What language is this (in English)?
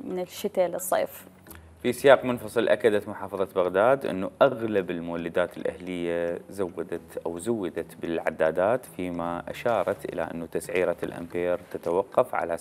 Mesopotamian Arabic